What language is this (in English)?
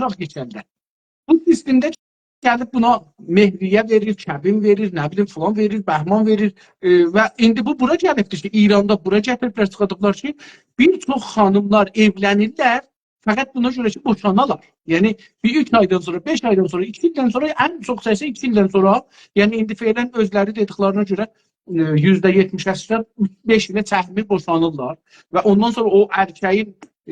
South Azerbaijani